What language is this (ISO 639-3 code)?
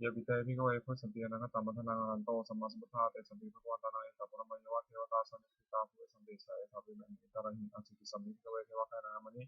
pli